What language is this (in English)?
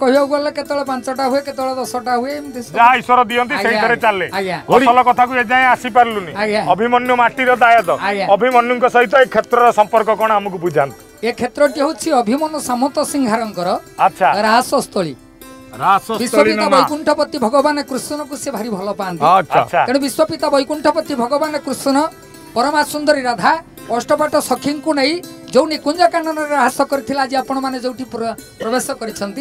Odia